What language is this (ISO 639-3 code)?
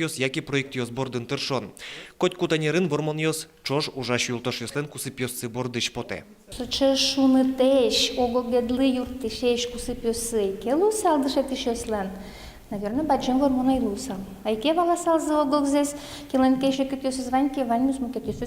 udm